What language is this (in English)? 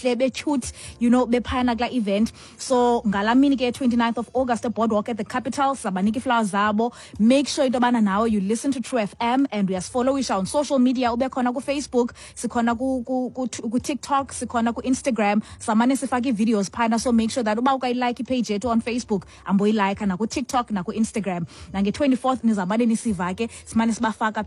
Xhosa